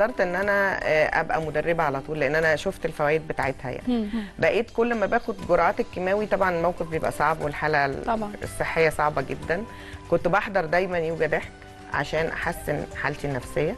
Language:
Egyptian Arabic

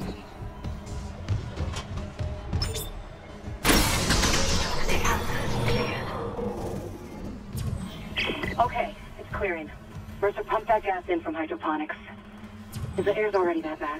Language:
English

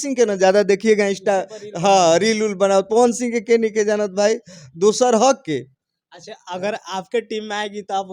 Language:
Bhojpuri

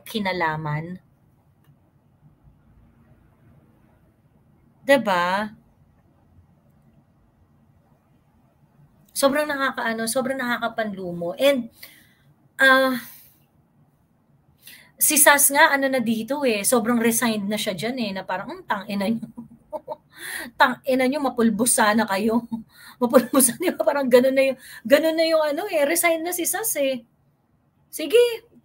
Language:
Filipino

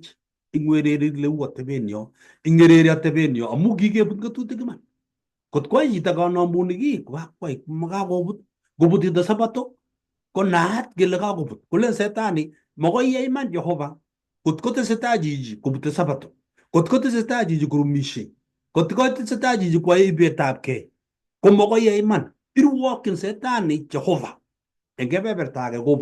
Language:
Kalenjin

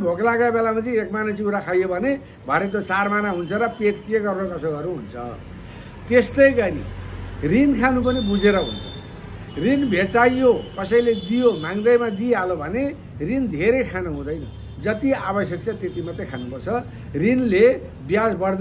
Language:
Nepali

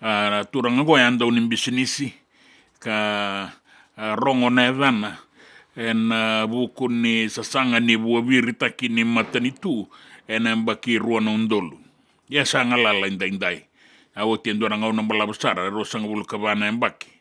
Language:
Fijian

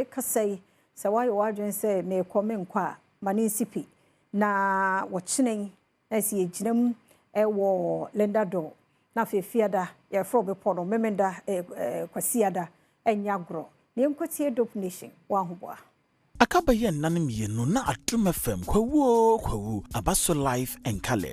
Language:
Akan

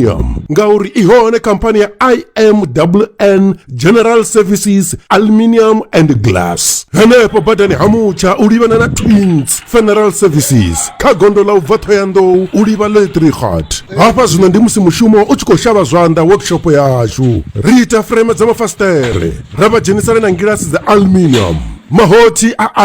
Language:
Venda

